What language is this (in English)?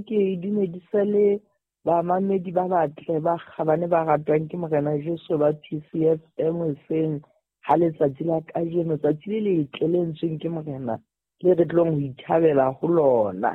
Southern Sotho